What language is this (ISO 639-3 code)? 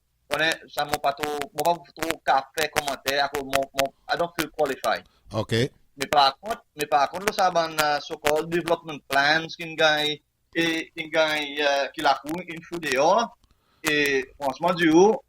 crs